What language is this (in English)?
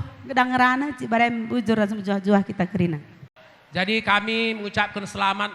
Batak Karo